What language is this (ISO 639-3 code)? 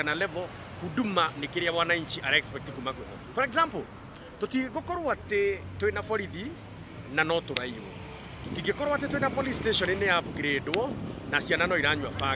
kik